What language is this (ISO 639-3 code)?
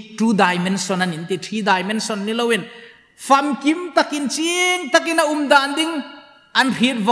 hmr